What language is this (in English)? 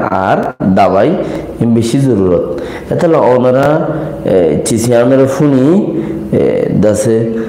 Rohingya